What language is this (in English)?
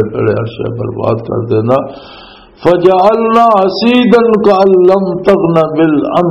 Western Panjabi